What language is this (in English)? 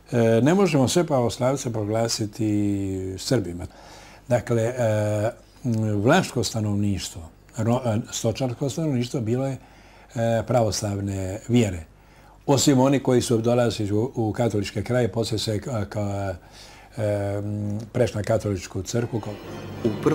Croatian